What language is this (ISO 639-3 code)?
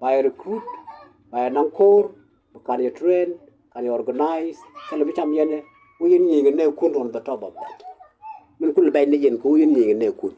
nus